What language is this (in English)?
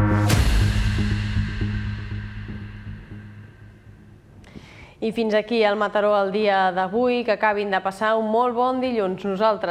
Catalan